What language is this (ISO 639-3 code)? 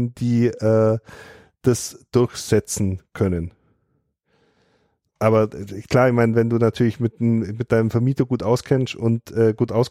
deu